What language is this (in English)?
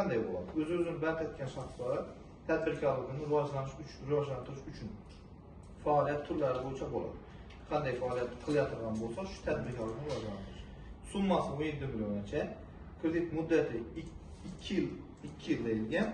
Uzbek